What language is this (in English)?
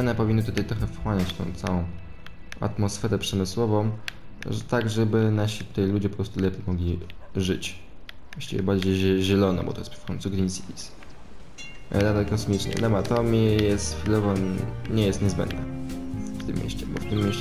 Polish